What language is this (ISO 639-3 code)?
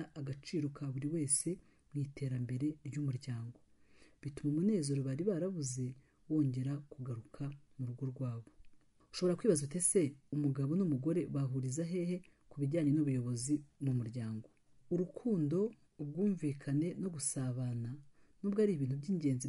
kin